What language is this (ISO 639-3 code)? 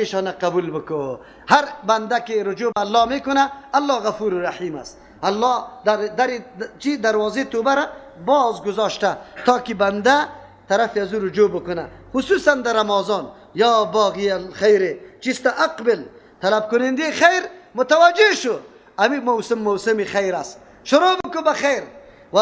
fas